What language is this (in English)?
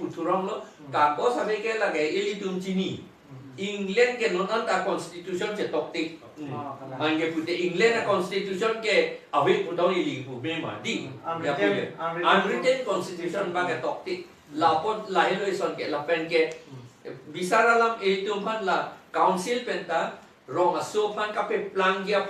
Karbi